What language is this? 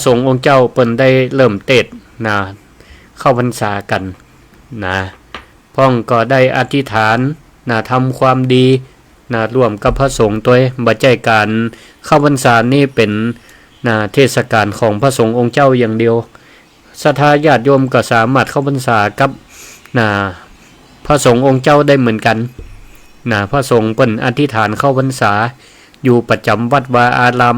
Northern Thai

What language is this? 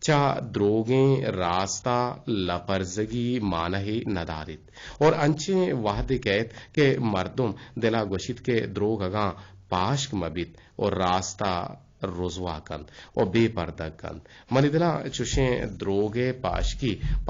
Eastern Balochi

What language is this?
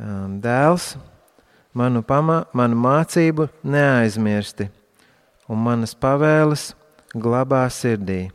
Latvian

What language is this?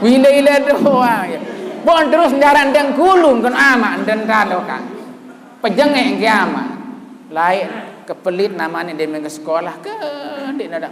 Sasak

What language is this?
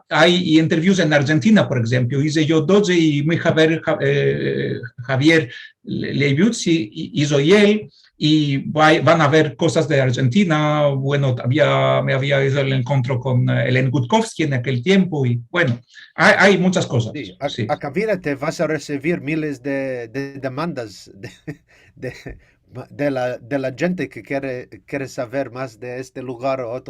Ladino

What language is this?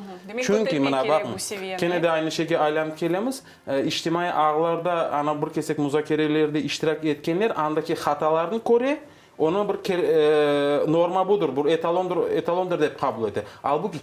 Crimean Tatar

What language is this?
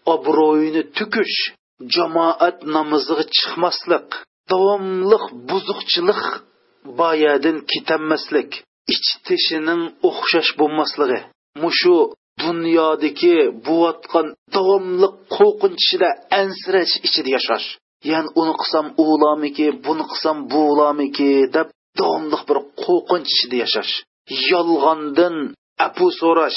Uyghur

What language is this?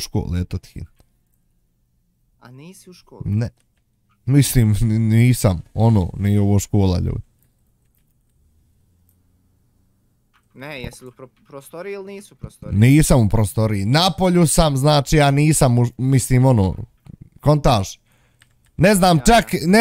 Bosnian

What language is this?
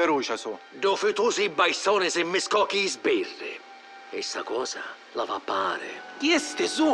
Sicilian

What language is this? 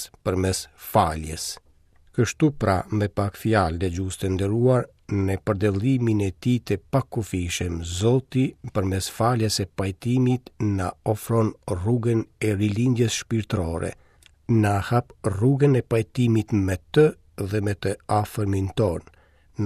Albanian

